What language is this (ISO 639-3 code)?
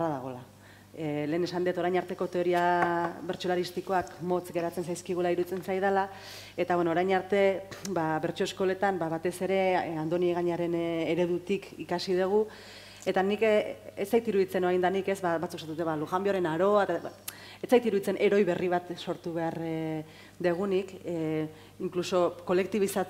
eus